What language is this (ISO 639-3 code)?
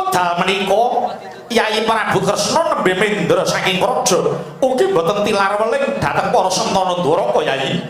jav